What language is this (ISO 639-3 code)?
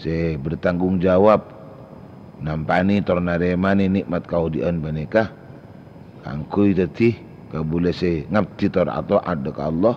mad